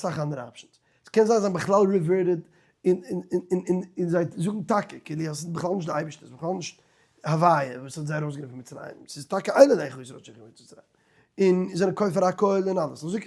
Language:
Yiddish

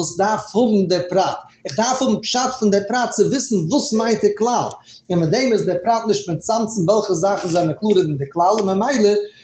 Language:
Yiddish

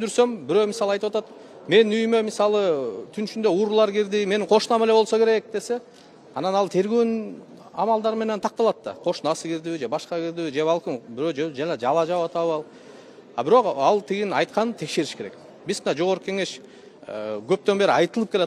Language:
Kyrgyz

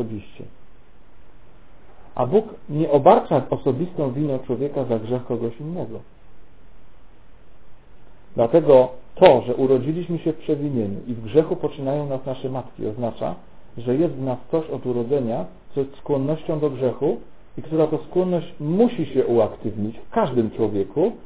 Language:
Polish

